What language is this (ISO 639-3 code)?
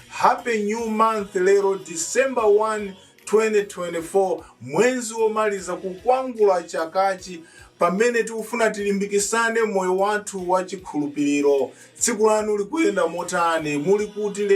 nya